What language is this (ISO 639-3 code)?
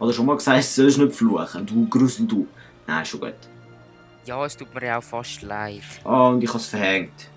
gsw